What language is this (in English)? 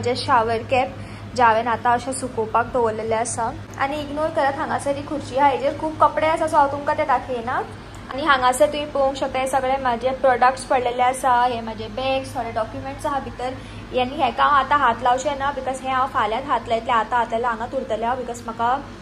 Konkani